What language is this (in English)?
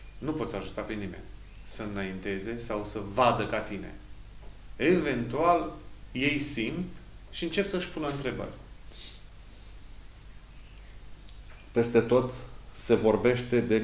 Romanian